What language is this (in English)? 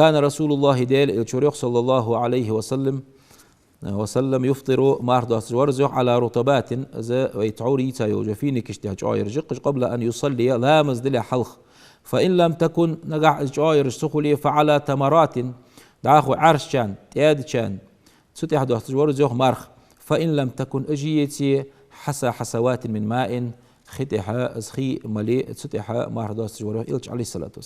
Ingush